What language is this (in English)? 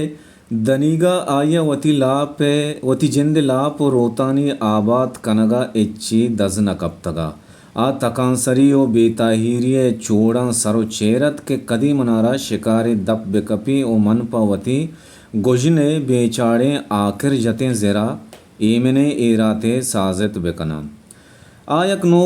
Baluchi